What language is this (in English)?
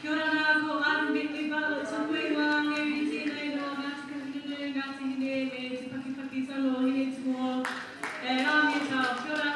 Māori